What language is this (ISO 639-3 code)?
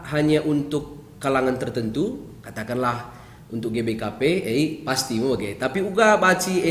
btx